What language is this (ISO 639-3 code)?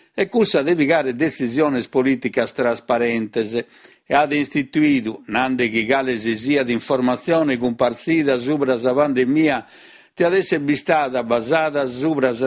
srd